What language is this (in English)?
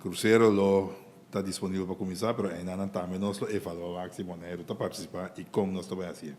Papiamento